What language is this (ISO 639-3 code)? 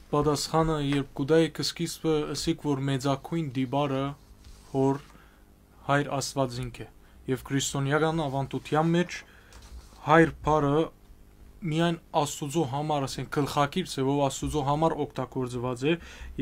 hyw